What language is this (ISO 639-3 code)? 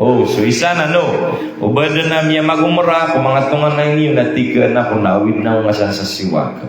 mrw